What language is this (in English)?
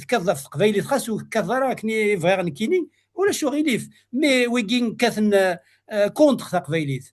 Kabyle